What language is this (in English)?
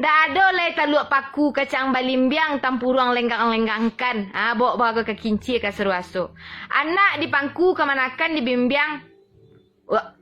Minangkabau